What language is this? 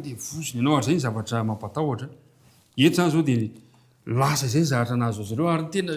Malagasy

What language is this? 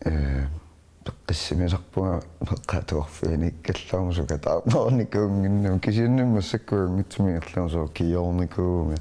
Kalaallisut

